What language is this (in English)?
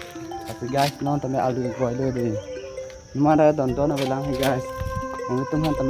Karbi